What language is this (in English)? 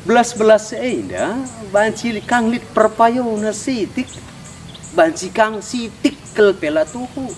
Batak Karo